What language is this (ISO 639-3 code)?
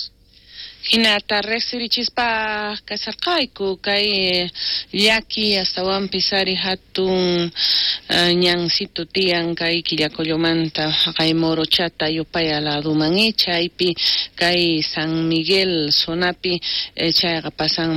quh